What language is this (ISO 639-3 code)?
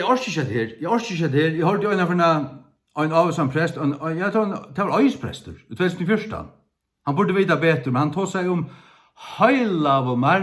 fao